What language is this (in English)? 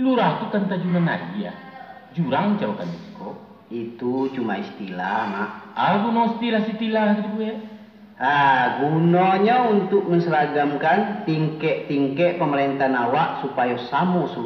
Minangkabau